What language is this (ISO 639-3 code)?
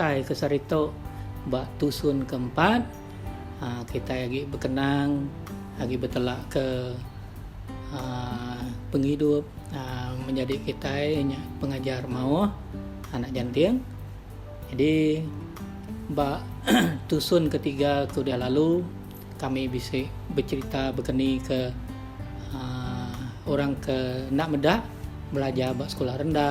iba